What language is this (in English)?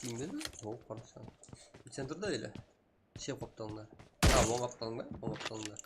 Kara-Kalpak